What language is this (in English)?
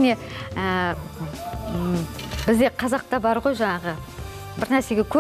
Kazakh